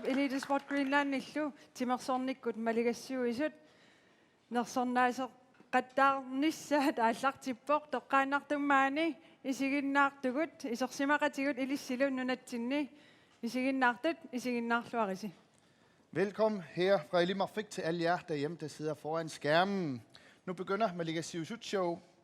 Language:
Kalaallisut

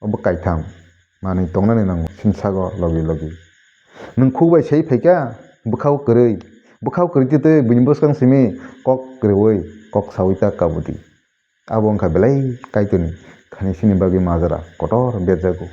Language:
Kok Borok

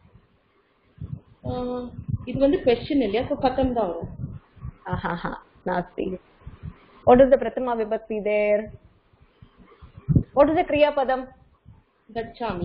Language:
Tamil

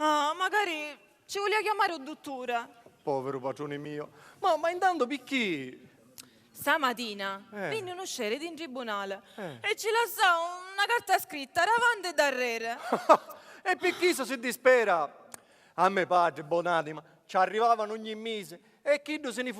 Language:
Sicilian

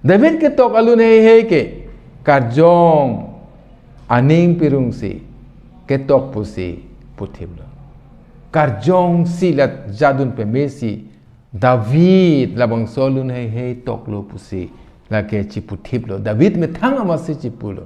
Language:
Karbi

